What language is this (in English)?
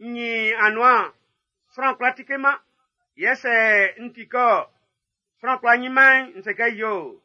Baoulé